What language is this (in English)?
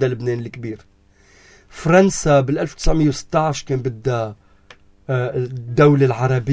North Levantine Arabic